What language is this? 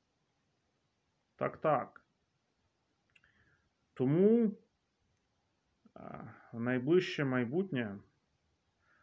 Ukrainian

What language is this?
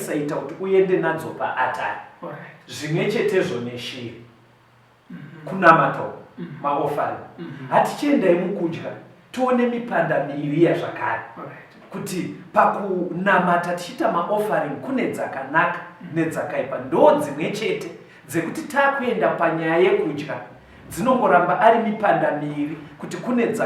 Shona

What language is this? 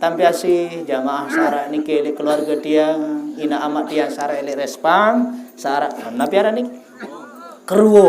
Sasak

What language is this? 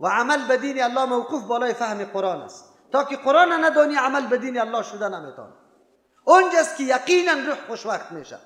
Persian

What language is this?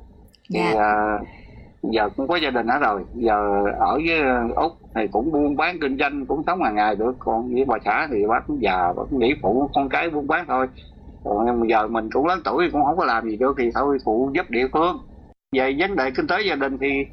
Vietnamese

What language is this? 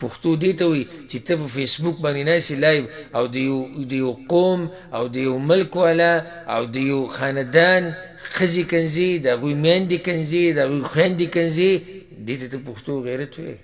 Pashto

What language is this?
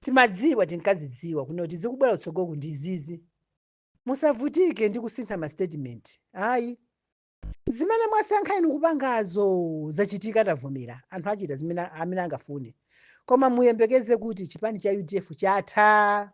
Nyanja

